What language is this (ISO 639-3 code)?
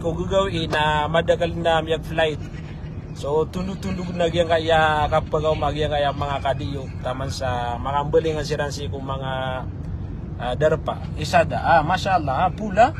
mrw